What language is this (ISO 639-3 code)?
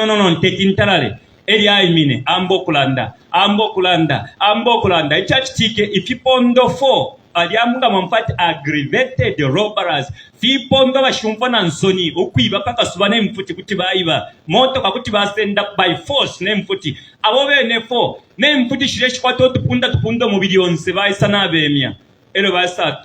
bem